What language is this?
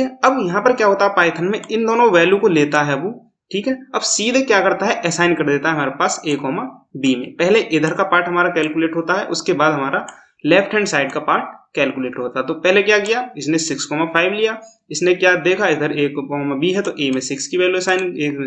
Hindi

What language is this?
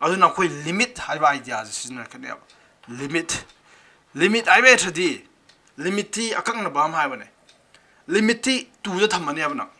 Manipuri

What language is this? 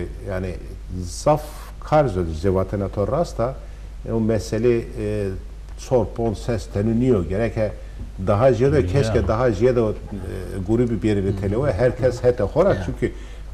Zaza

